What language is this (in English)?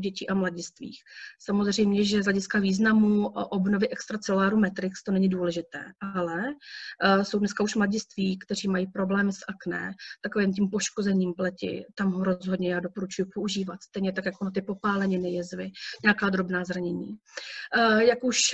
Czech